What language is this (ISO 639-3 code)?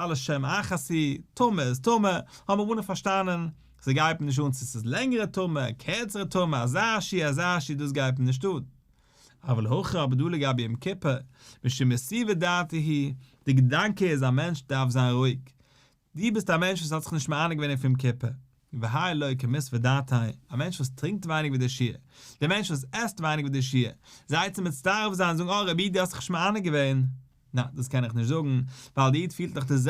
yid